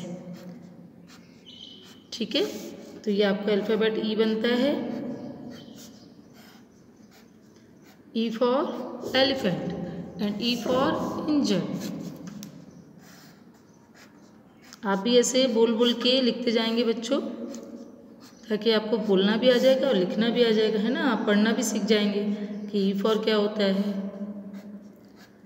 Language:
Hindi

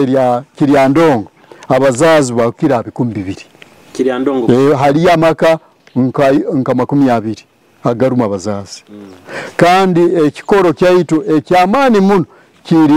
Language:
Nyoro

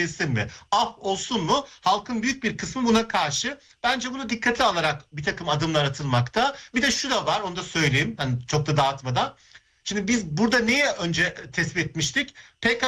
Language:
Turkish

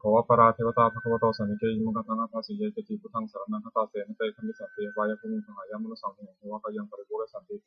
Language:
Pali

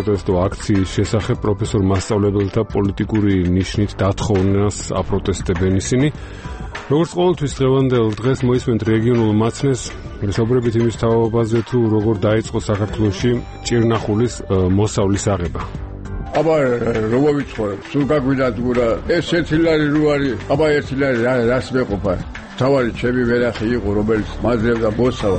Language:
Georgian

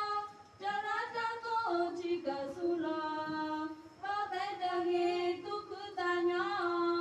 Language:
S'gaw Karen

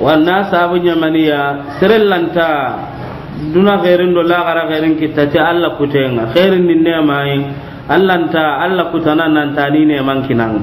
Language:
Soninke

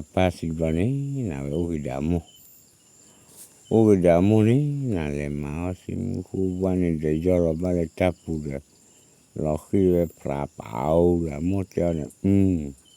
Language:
S'gaw Karen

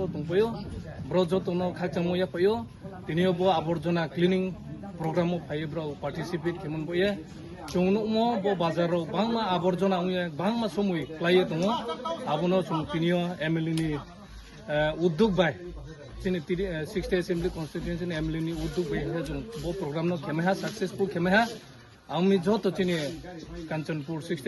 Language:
Kok Borok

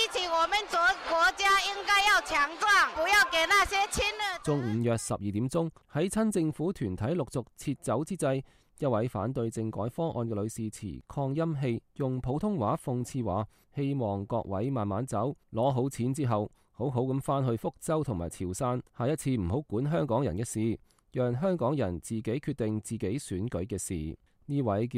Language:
Cantonese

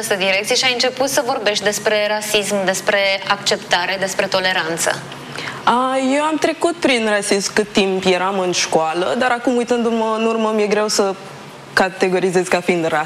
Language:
Romanian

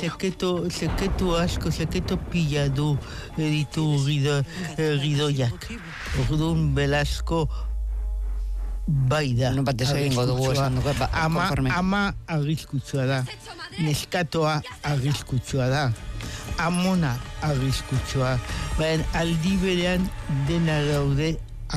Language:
Basque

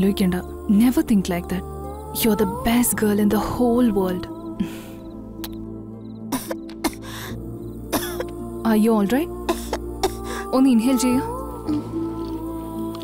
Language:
Malayalam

